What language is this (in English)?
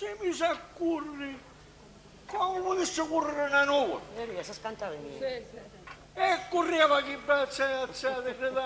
Sicilian